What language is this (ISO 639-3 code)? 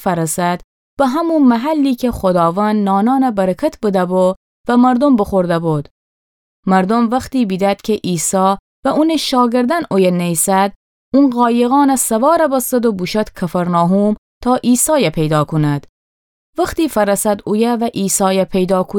glk